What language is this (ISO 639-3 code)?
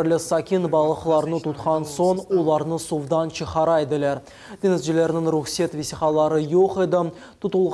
crh